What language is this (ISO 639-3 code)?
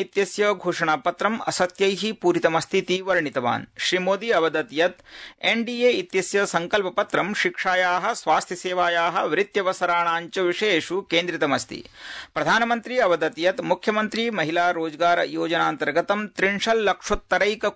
san